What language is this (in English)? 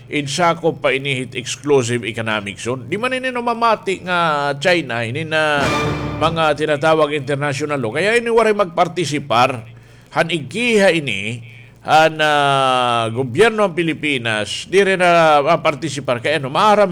Waray